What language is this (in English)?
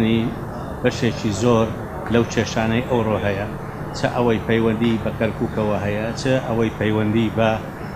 Central Kurdish